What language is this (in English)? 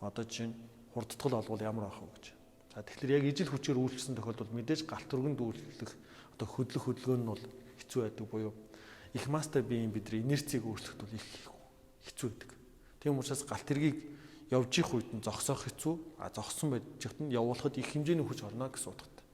Mongolian